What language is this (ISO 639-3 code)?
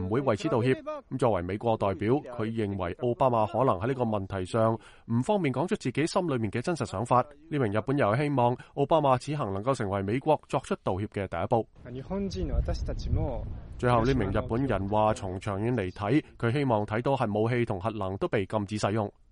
yue